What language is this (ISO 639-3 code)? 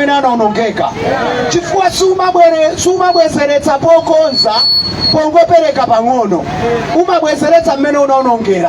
nya